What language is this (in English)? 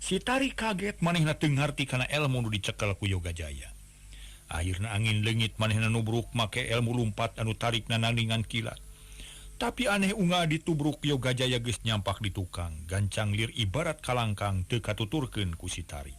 Sundanese